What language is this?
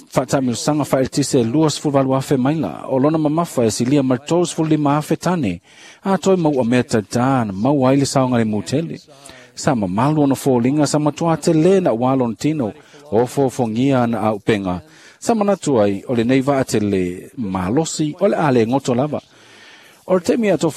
Samoan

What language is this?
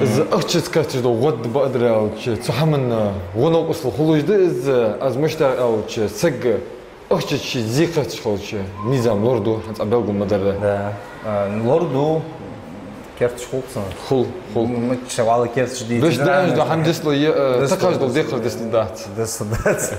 Ingush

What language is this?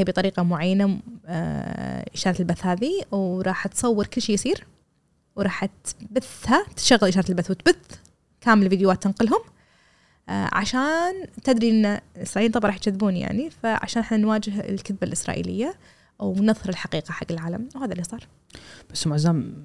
Gulf Arabic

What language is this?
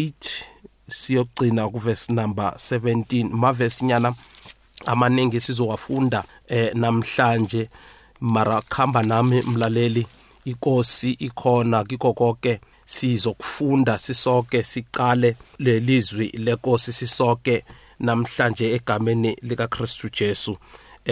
South Ndebele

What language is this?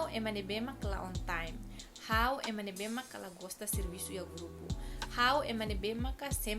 Tetum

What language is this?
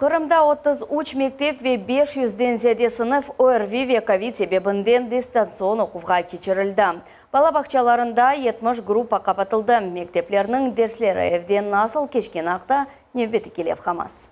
Crimean Tatar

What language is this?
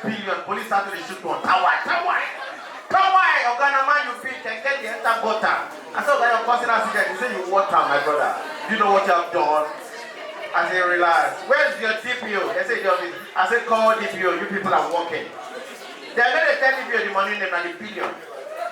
Nigerian Pidgin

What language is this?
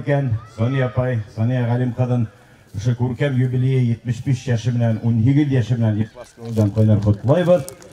Bashkir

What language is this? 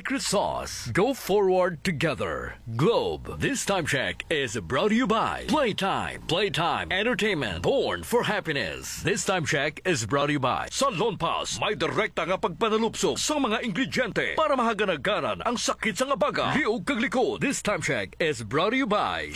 Hiligaynon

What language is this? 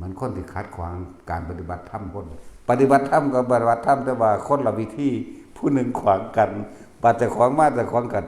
Northeastern Thai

